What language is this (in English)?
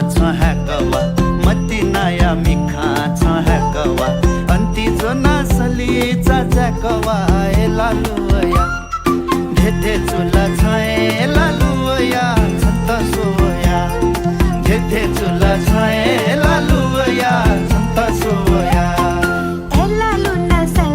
Newari